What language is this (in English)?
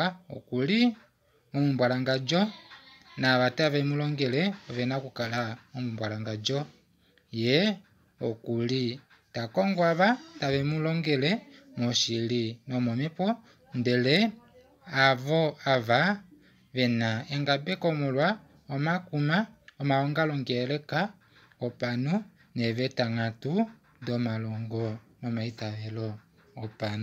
Kuanyama